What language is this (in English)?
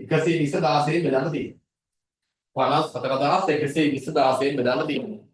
Sinhala